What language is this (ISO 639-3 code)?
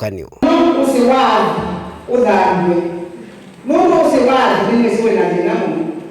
kam